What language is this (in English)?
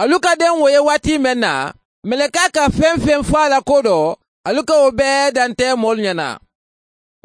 Mandingo